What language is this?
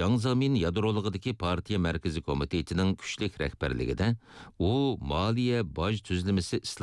Uyghur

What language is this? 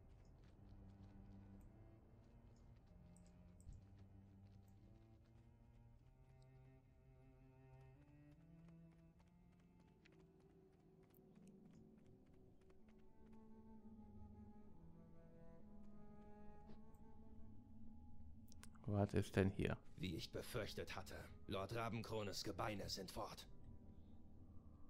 German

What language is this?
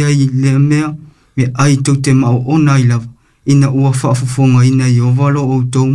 Samoan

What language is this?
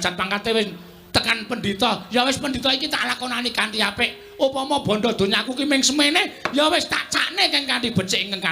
Javanese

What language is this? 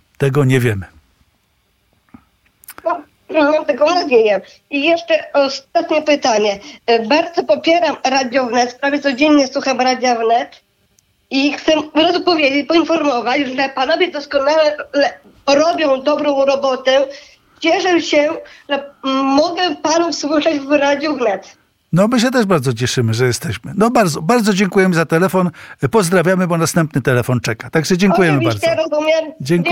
Polish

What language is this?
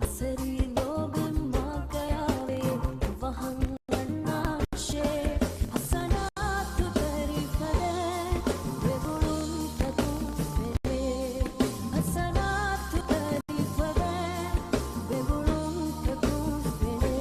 Divehi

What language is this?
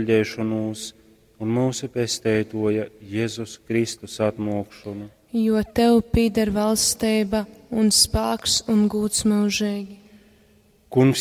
Latgalian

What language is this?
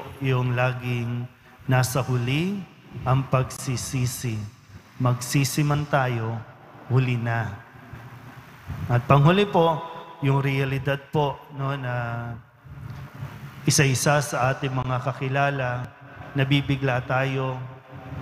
Filipino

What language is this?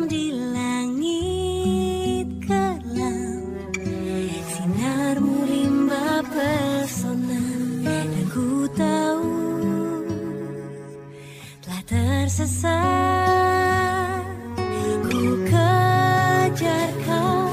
Indonesian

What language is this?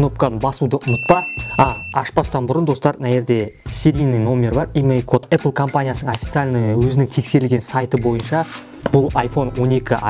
Kazakh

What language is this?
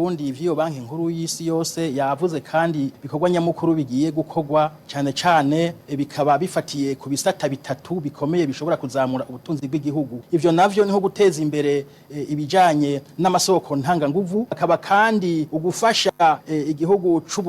Rundi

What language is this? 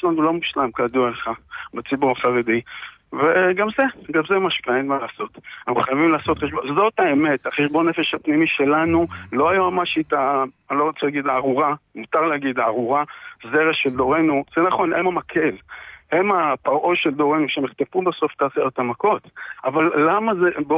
Hebrew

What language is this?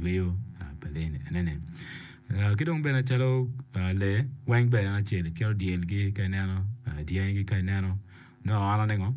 Acoli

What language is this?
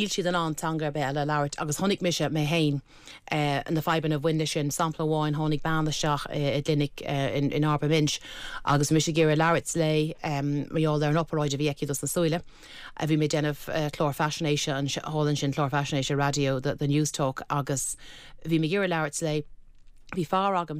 Irish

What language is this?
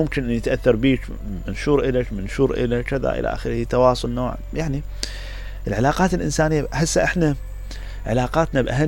Mesopotamian Arabic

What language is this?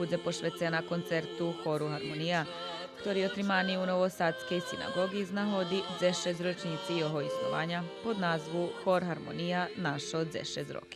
Rusyn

